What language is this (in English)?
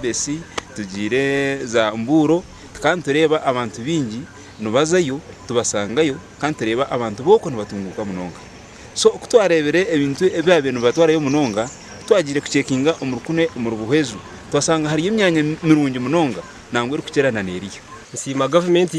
Nyankole